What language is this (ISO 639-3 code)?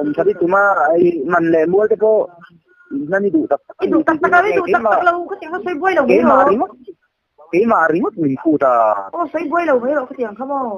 lus